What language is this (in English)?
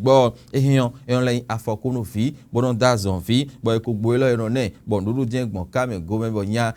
Fon